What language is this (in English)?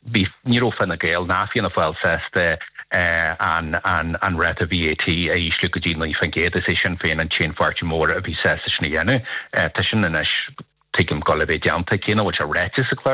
Irish